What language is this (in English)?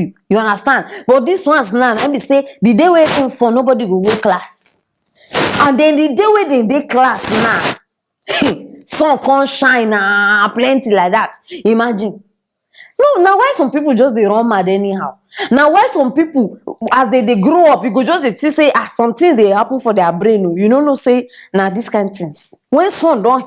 Nigerian Pidgin